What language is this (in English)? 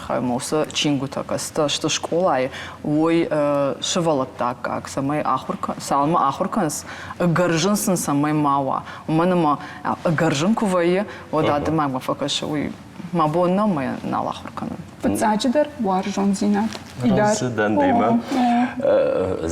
Ossetic